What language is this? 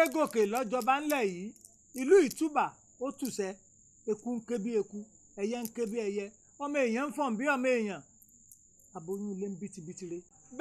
Yoruba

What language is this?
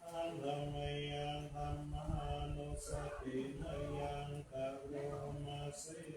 Pali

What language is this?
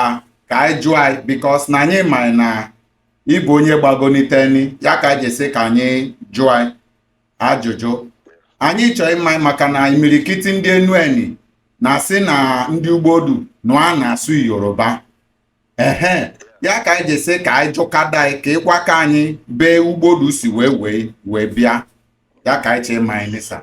Igbo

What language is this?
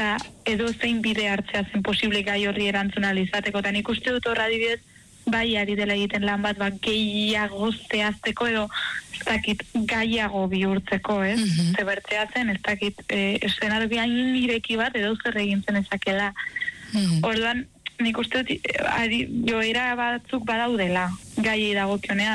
Basque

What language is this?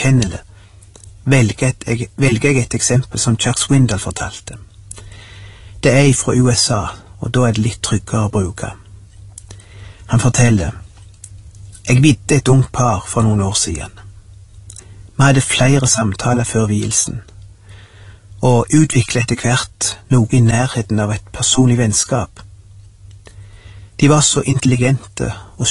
Norwegian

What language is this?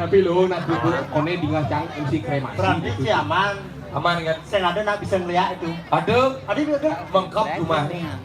Balinese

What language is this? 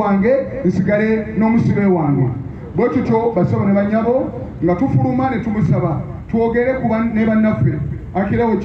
Ganda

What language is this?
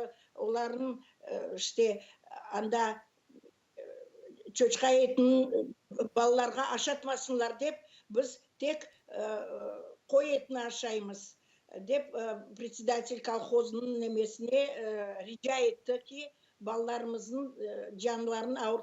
Crimean Tatar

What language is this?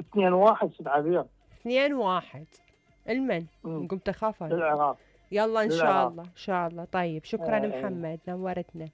Mesopotamian Arabic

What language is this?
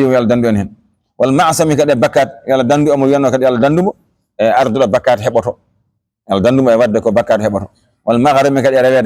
Fula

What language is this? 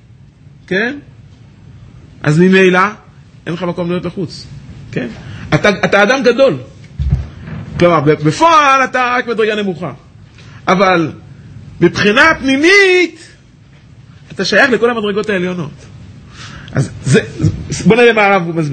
Hebrew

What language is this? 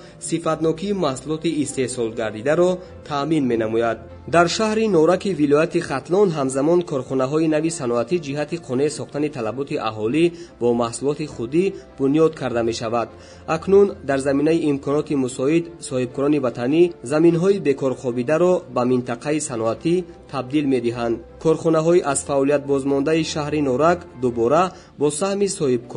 Tajik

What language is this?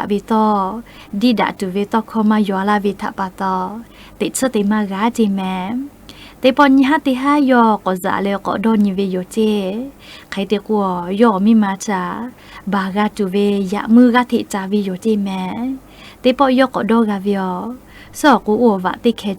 Lahu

